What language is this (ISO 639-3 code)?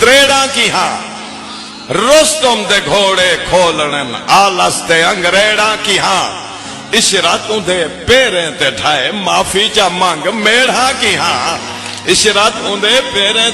skr